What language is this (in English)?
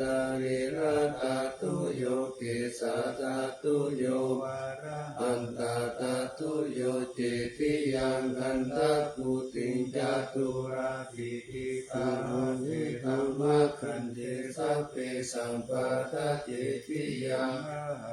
Pali